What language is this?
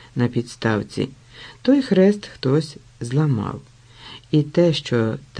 Ukrainian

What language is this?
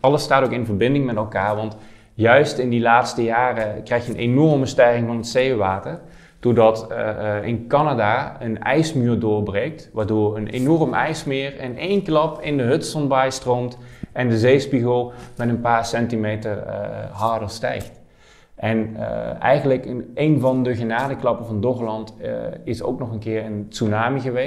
Dutch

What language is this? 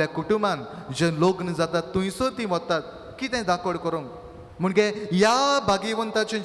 Konkani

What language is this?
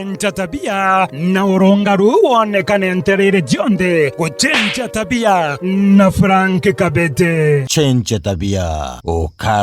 Meru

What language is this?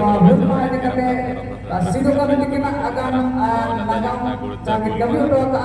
Santali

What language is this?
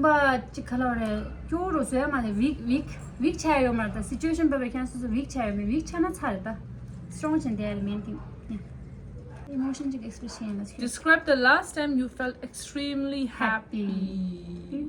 Tibetan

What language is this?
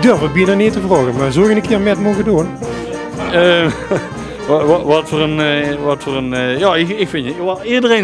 Limburgish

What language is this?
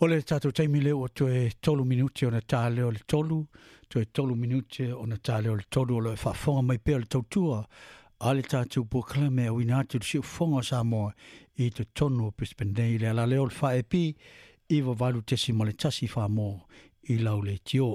Samoan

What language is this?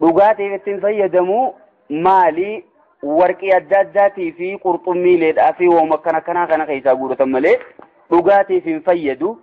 Oromo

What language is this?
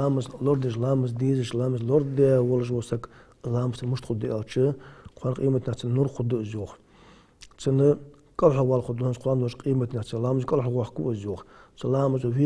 Ingush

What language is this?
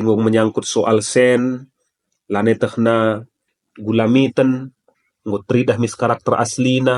Batak Karo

